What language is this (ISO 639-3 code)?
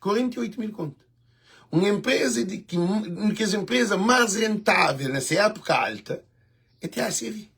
kea